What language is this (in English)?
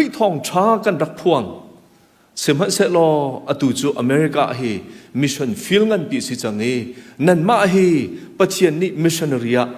Hakha Chin